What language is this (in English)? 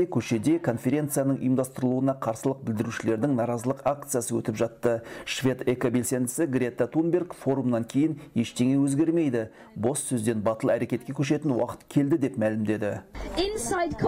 Kazakh